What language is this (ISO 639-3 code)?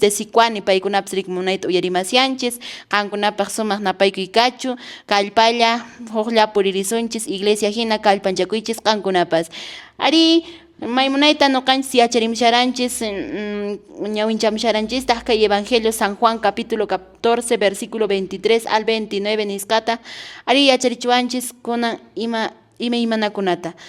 que